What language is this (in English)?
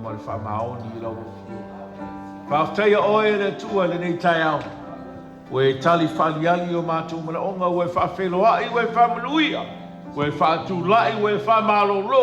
Samoan